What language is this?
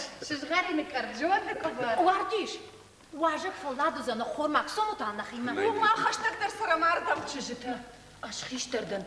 Ossetic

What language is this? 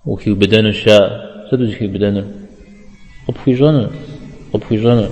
Kabardian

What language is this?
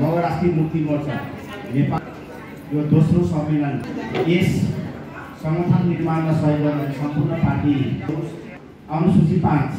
Nepali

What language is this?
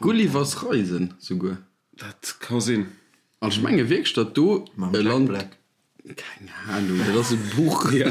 Luxembourgish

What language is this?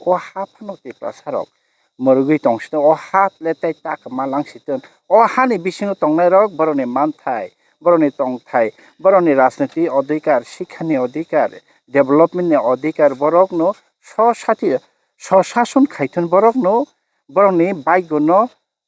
Kok Borok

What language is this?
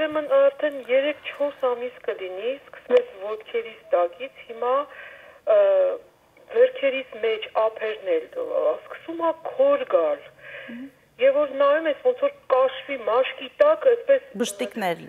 Armenian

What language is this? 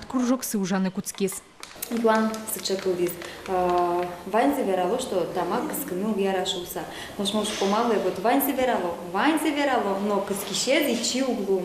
Udmurt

